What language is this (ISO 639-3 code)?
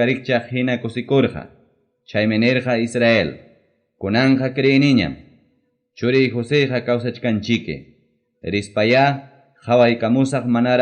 quy